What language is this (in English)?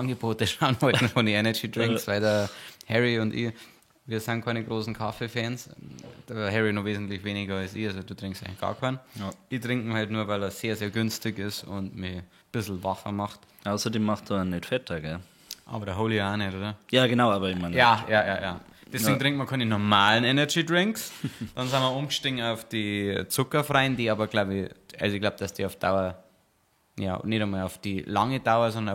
Bavarian